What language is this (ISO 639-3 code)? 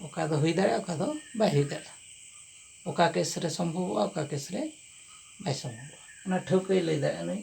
sat